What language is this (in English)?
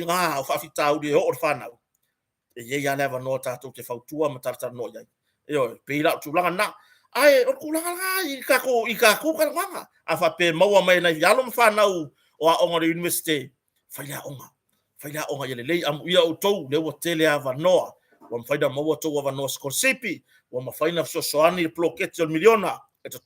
Samoan